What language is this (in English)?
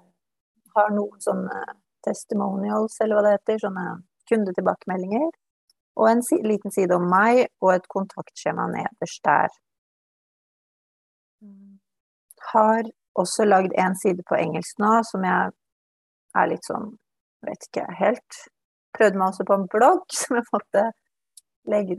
Norwegian